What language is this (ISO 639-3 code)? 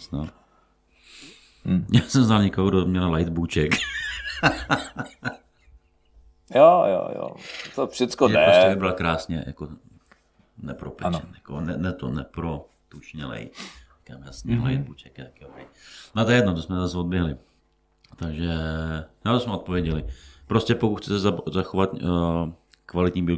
ces